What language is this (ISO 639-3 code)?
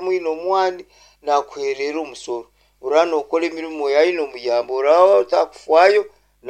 nyo